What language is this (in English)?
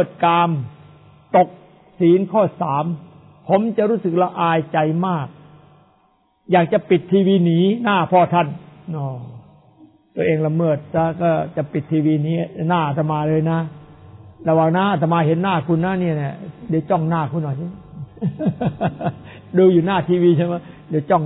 Thai